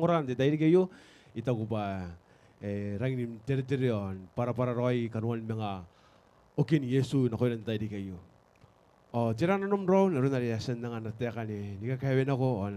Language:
Gilbertese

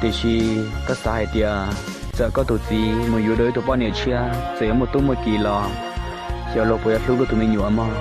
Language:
Hmong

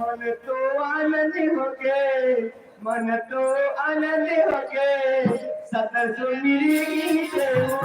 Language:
Chhattisgarhi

